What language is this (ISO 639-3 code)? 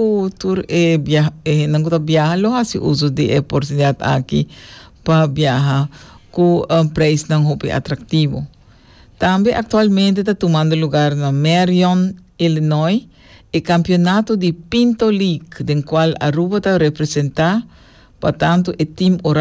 pap